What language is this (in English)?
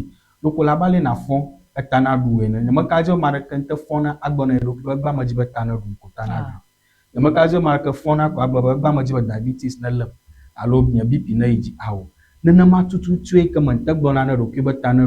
Ewe